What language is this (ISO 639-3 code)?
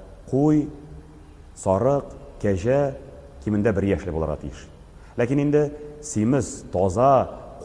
tat